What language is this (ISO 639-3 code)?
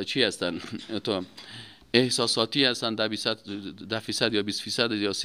fas